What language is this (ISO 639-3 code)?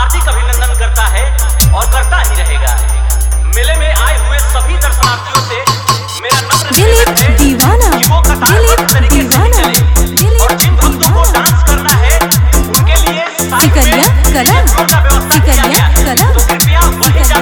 bho